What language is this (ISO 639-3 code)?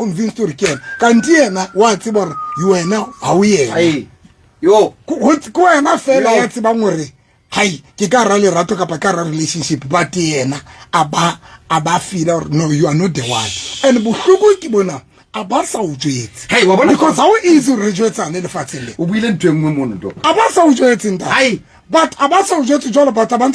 sot